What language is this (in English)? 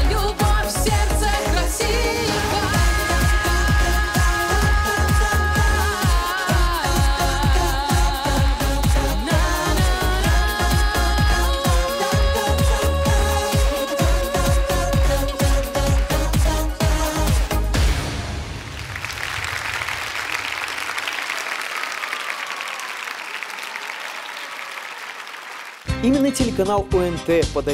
Russian